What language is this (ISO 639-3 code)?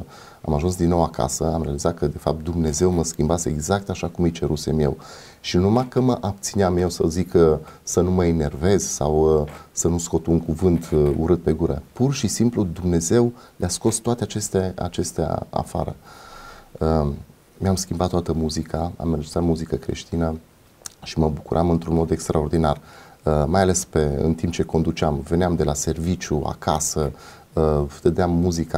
ron